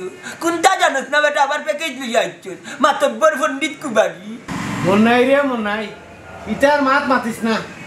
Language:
Sylheti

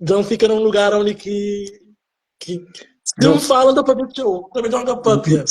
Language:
Kabuverdianu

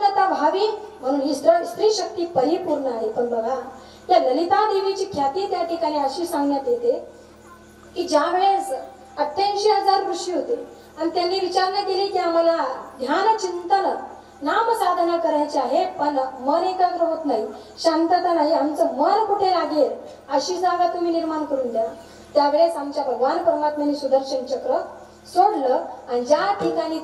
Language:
Marathi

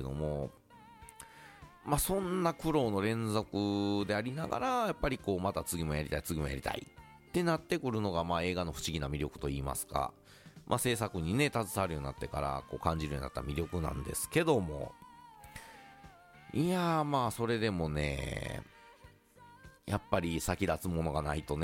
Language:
Japanese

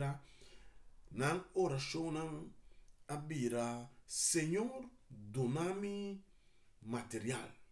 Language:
Papiamento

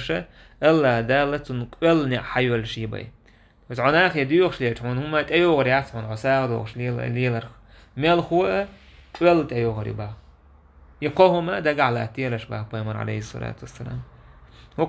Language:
Chechen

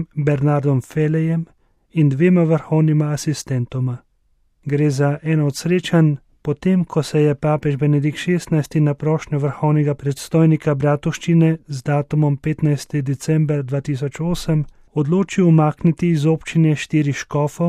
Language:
Slovenian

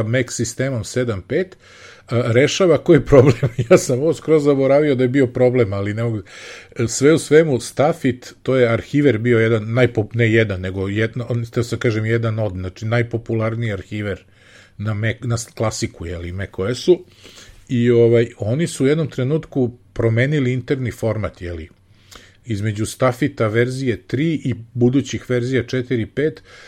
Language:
Serbian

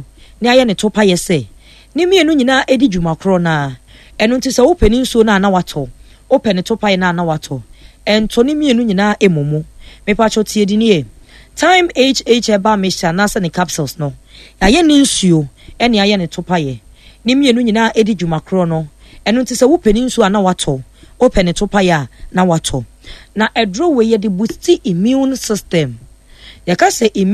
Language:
Akan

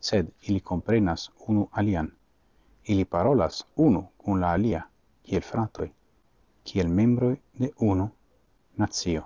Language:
Esperanto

